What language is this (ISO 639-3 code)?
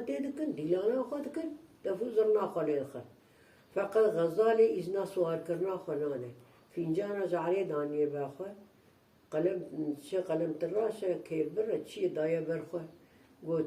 kur